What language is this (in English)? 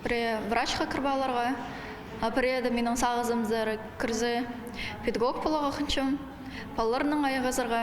Khakas